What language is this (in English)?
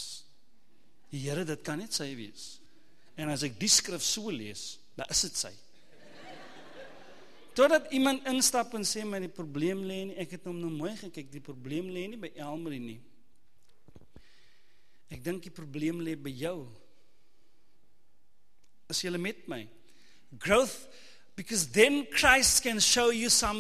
Afrikaans